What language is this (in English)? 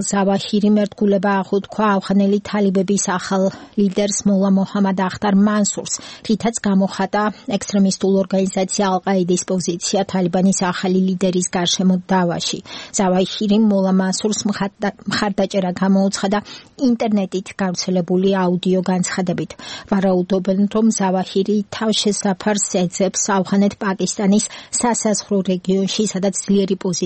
Georgian